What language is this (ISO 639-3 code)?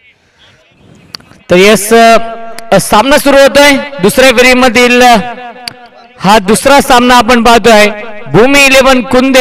mar